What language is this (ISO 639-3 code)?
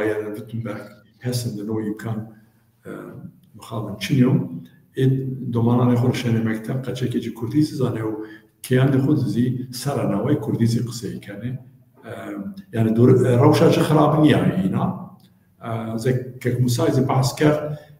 zza